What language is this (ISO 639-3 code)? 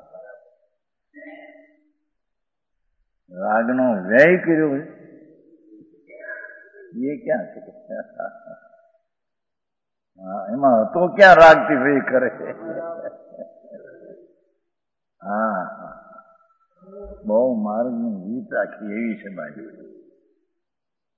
guj